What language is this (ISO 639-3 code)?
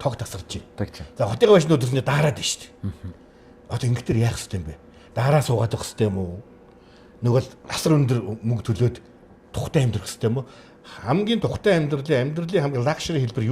mon